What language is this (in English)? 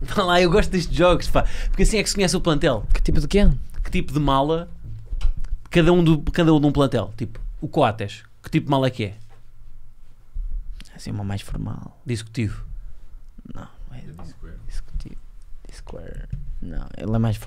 Portuguese